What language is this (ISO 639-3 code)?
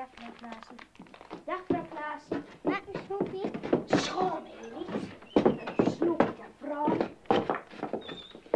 nld